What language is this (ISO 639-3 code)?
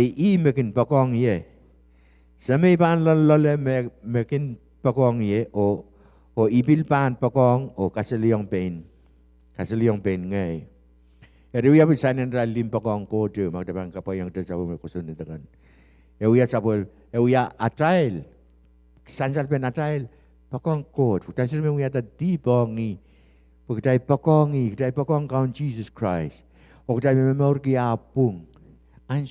pon